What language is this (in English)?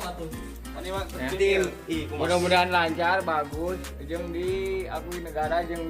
Sundanese